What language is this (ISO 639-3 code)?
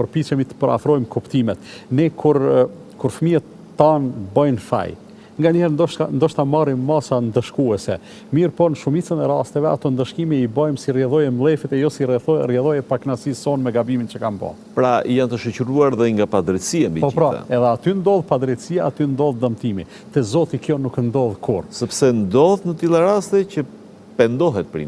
sqi